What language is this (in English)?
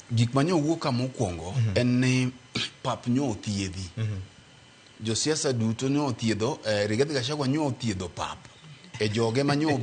Luo (Kenya and Tanzania)